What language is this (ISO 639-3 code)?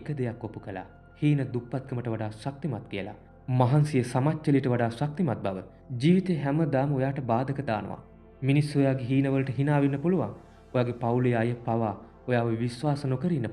sin